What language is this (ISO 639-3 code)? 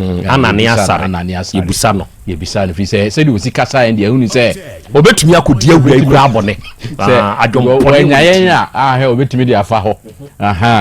aka